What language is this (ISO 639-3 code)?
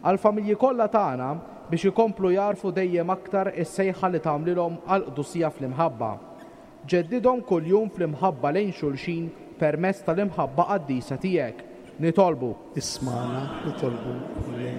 mlt